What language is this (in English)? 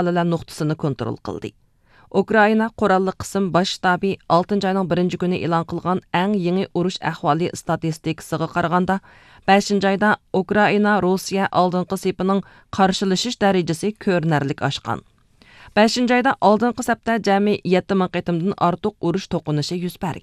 Uyghur